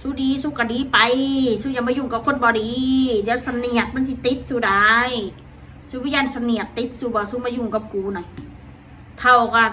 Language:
Northeastern Thai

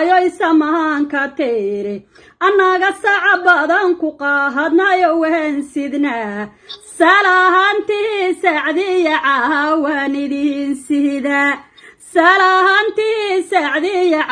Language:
Somali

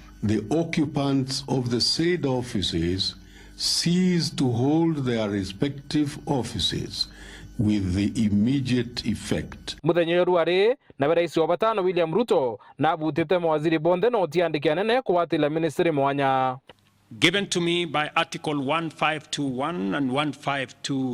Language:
Meru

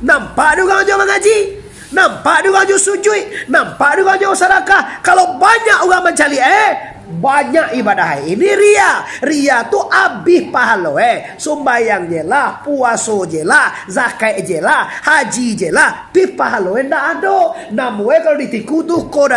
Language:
Minangkabau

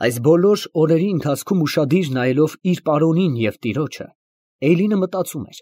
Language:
Armenian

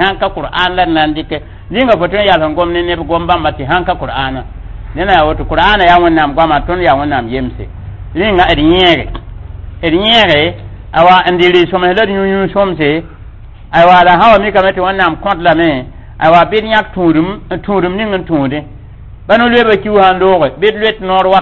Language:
Mossi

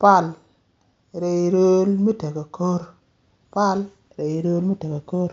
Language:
Nuer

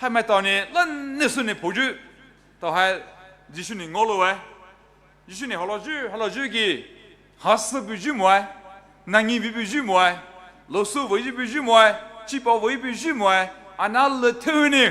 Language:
Poumei Naga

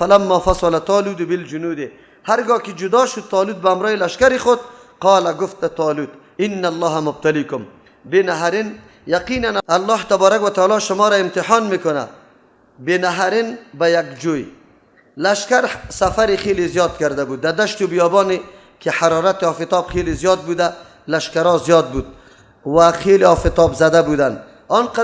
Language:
Persian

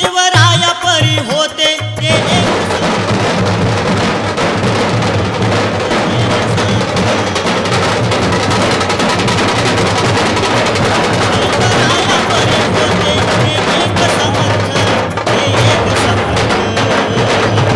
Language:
Marathi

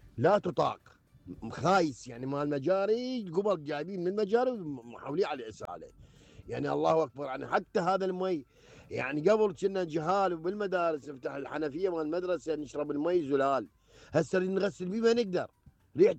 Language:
Mesopotamian Arabic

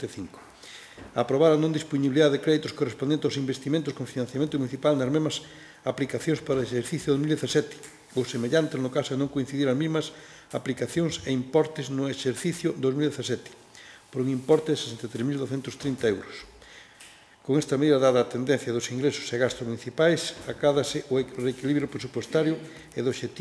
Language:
Galician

